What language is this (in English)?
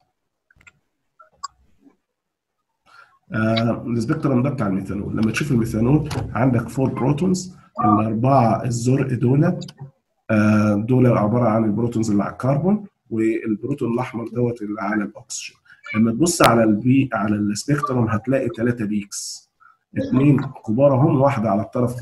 Egyptian Arabic